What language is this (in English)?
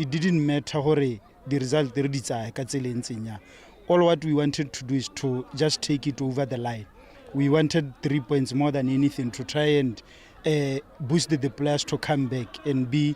Tswana